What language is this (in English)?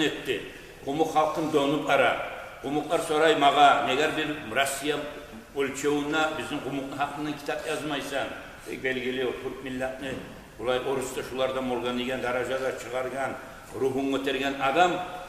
Kumyk